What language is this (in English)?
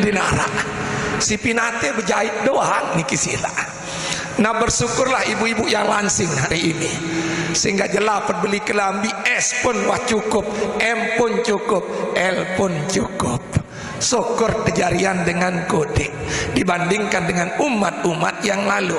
Sasak